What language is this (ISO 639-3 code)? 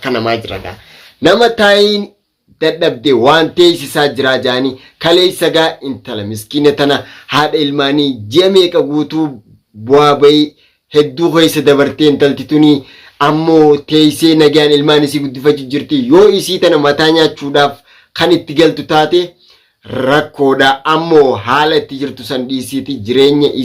orm